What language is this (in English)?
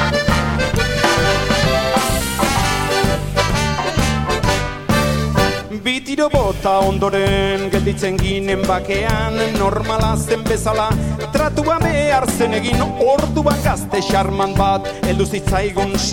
Basque